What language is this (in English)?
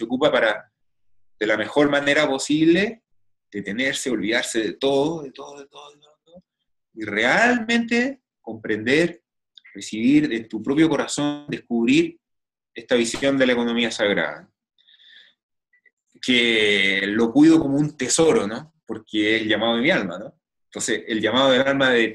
Spanish